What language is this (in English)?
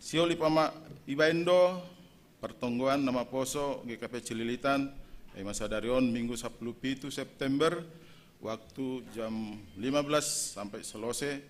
Batak Simalungun